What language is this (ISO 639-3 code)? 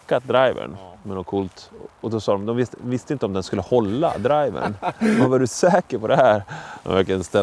swe